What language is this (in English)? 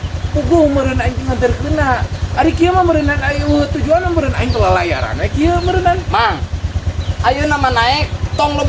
Sundanese